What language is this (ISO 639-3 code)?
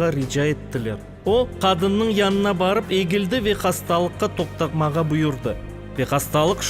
crh